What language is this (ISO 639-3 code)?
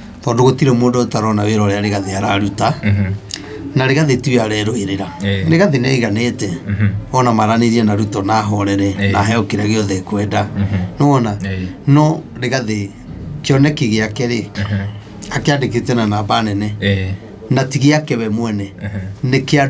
kik